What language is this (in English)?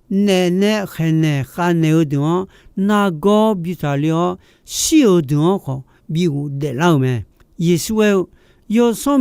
Akha